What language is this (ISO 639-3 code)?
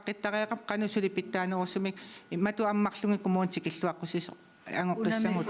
kal